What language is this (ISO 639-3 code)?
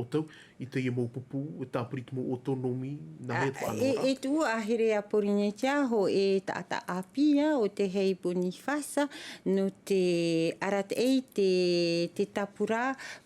tah